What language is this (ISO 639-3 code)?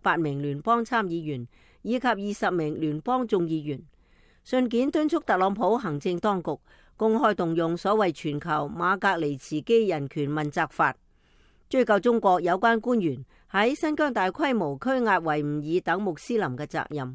yue